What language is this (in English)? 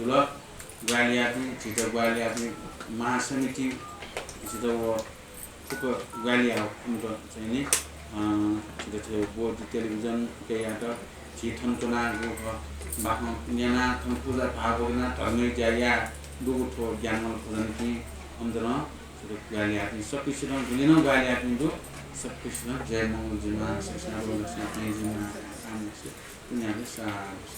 Newari